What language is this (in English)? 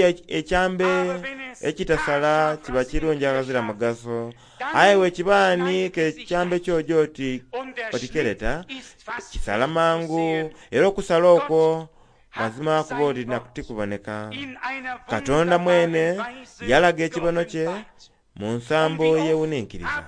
Soga